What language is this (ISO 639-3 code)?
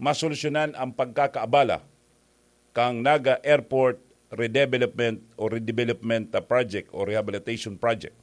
bik